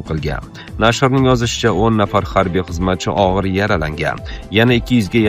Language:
Uzbek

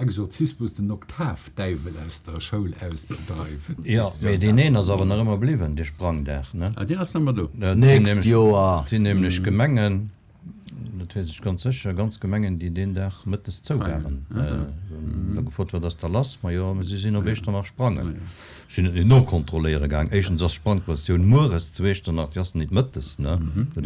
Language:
Luxembourgish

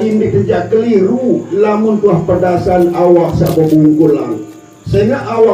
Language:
Sasak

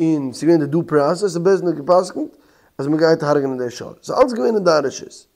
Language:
Yiddish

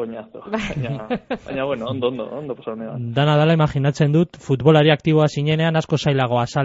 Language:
Basque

